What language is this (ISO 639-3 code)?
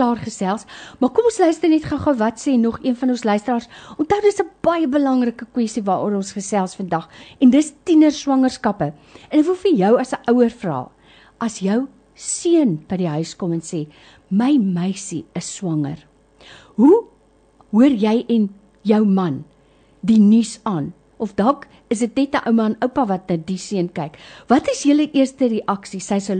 afr